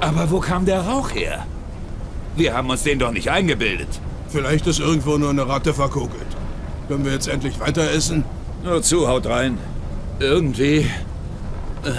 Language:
Bavarian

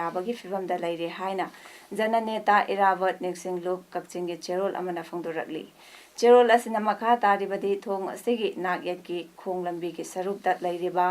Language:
Manipuri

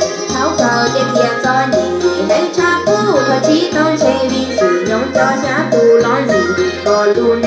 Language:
Hmong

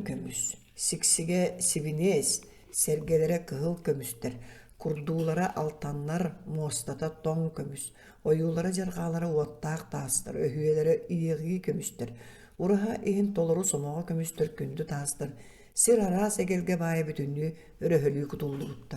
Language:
Yakut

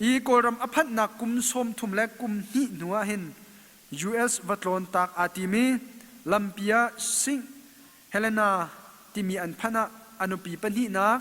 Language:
Hakha Chin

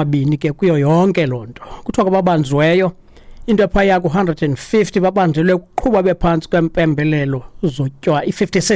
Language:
Xhosa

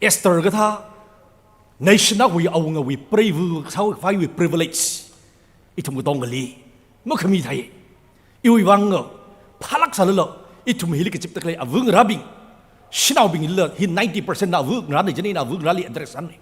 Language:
Tangkhul Naga (India)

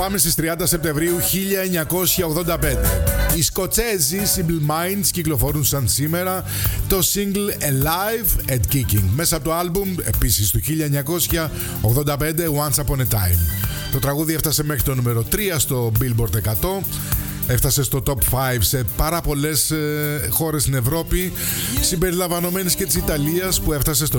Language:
Greek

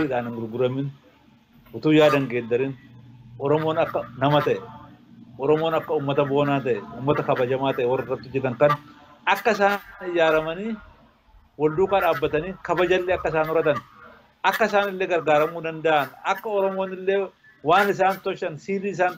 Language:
Oromo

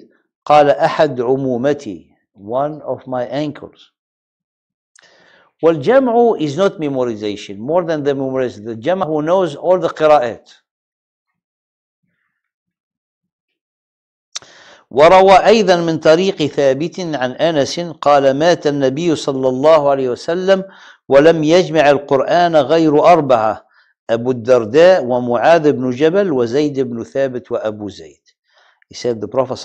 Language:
English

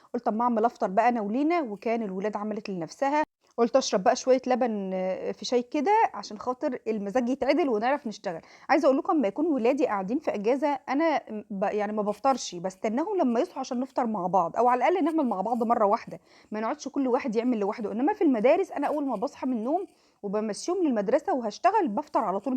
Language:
Egyptian Arabic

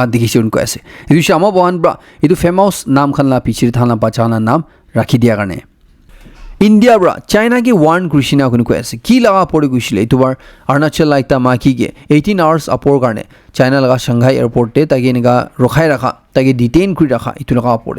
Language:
Naga Pidgin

